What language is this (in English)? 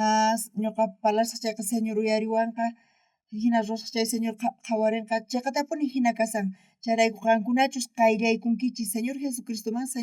South Bolivian Quechua